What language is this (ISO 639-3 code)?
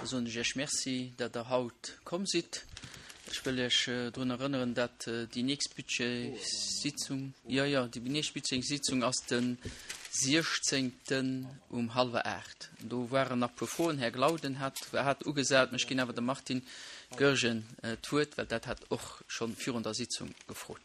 ltz